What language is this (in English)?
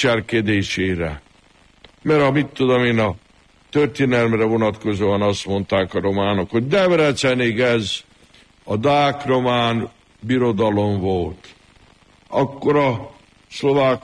Hungarian